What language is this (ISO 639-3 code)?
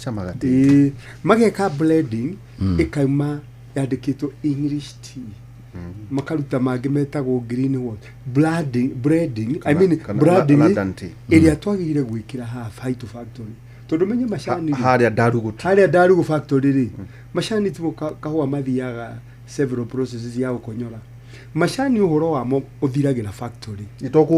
kik